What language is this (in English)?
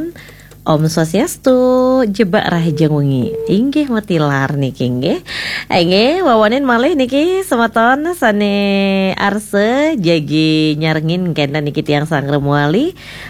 Balinese